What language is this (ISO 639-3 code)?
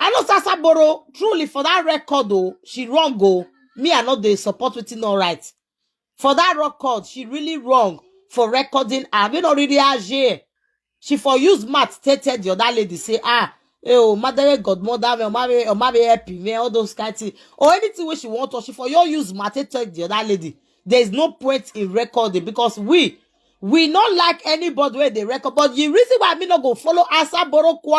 pcm